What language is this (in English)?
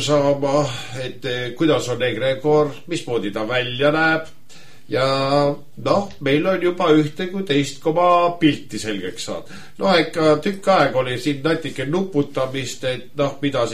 Estonian